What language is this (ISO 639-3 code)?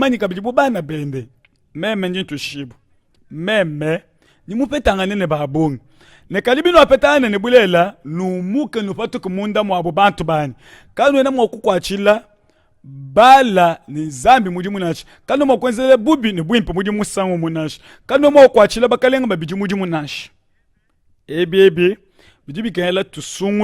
lua